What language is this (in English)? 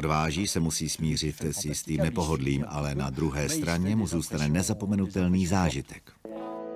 Czech